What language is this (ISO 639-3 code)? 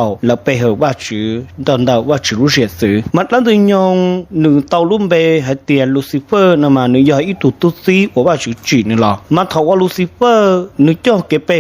hmn